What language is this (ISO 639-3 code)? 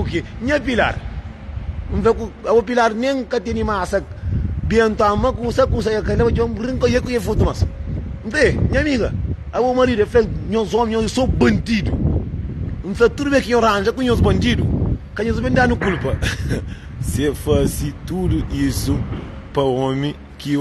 kea